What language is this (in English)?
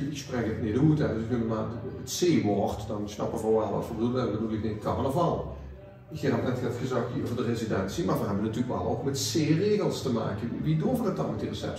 Limburgish